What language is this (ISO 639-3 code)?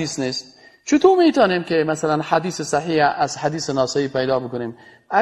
fas